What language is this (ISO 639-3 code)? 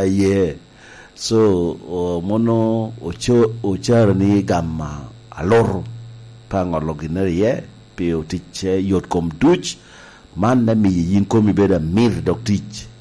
laj